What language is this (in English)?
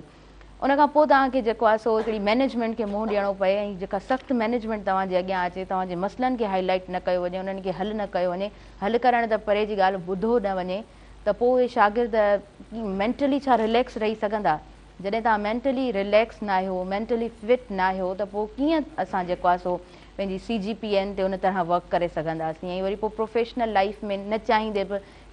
Sindhi